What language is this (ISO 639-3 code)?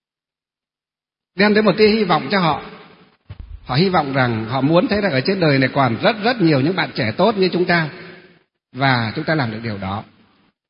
vie